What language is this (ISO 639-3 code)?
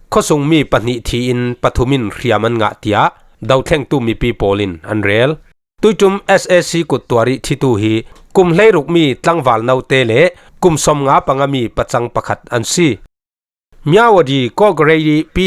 cfm